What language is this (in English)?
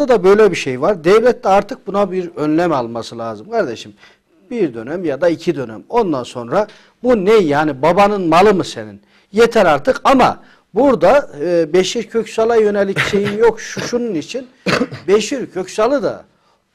Turkish